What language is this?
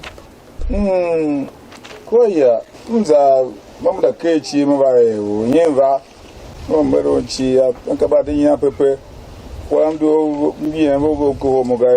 Tiv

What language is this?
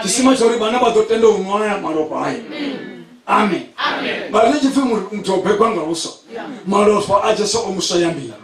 Venda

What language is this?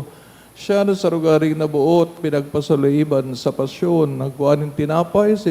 Bikol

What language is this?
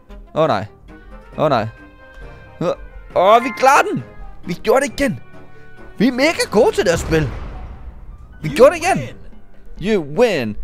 Danish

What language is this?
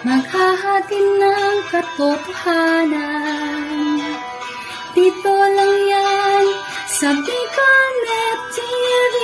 Bikol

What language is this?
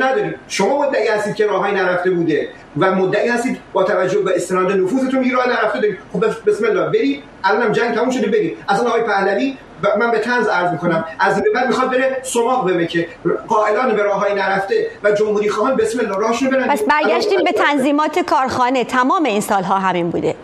Persian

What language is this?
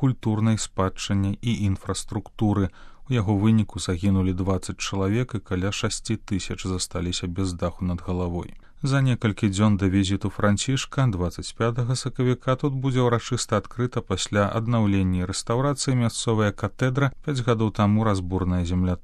Belarusian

